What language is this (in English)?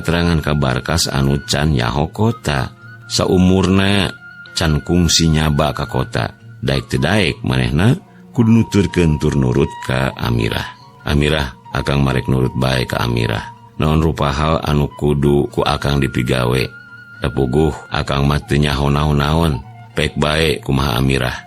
Sundanese